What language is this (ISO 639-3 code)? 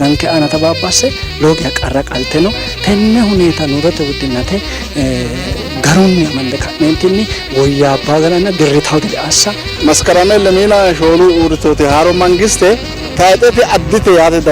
sid